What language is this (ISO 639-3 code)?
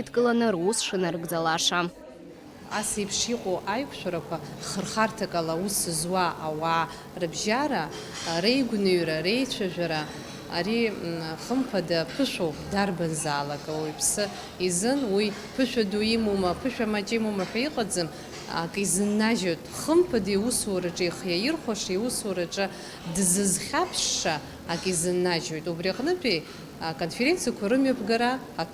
abk